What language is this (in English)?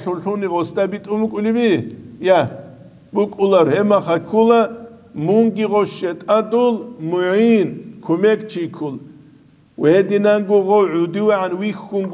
Avaric